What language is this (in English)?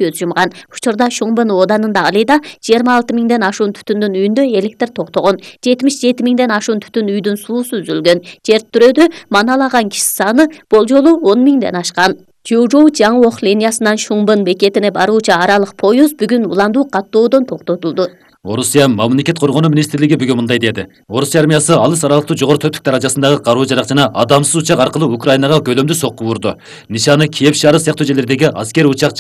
Kyrgyz